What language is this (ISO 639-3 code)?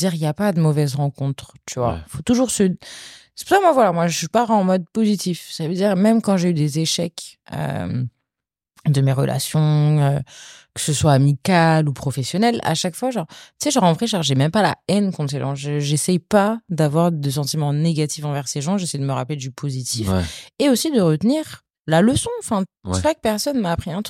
fra